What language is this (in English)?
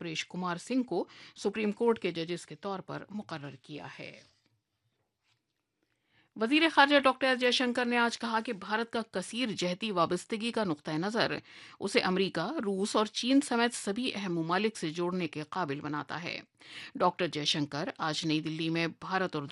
Urdu